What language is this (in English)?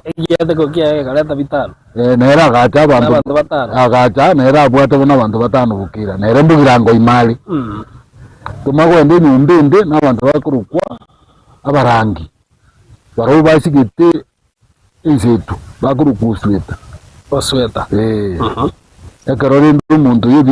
Gusii